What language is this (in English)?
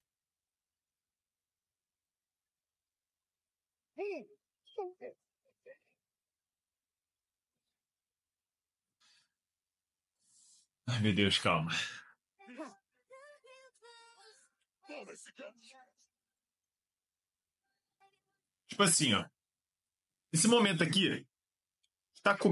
Portuguese